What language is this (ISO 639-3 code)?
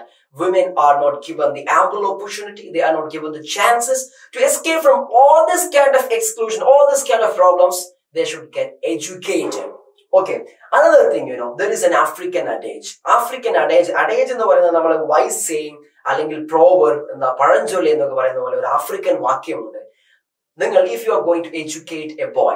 mal